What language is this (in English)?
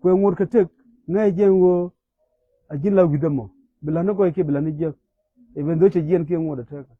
Nuer